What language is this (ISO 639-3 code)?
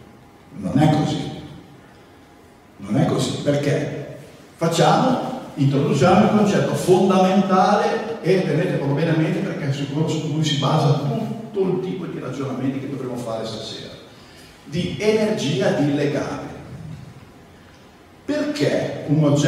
ita